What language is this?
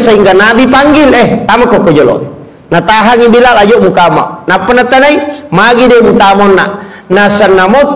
Buginese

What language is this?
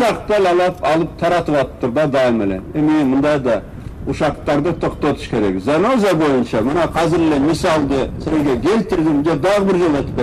Kyrgyz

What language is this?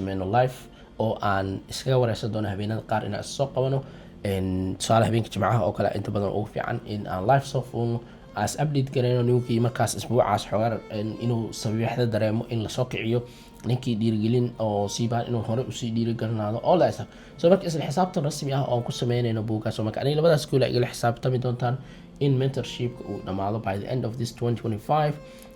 Somali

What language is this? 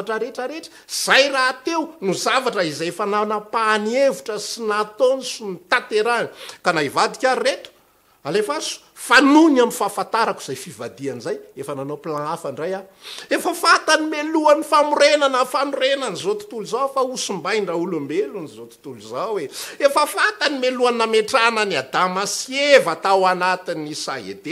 Malagasy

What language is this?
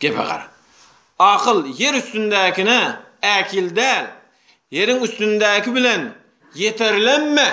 Turkmen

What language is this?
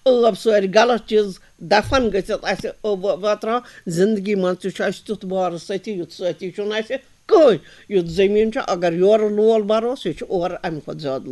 Kashmiri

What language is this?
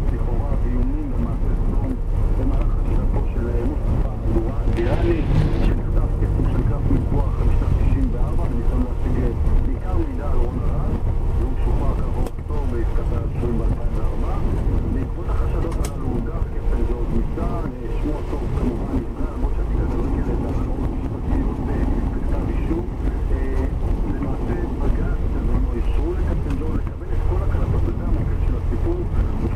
Hebrew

